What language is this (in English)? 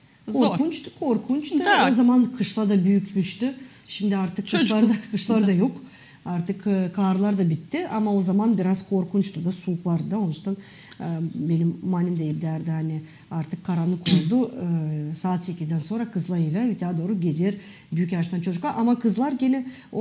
Gagauz